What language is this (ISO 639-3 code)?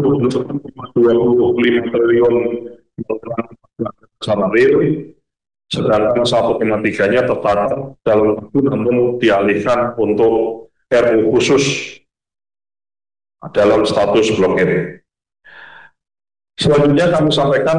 ind